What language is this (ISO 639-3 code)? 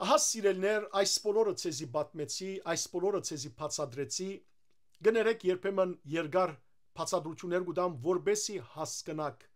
hyw